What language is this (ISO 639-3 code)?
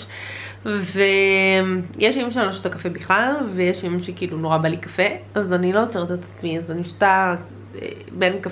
heb